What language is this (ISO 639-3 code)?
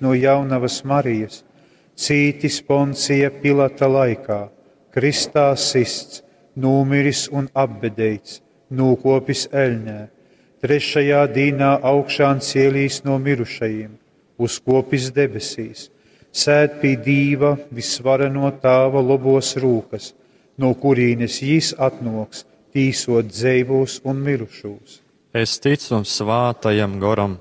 ltg